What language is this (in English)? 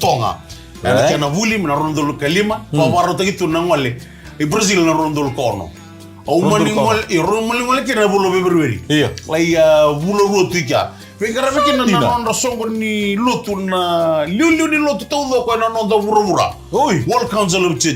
Fijian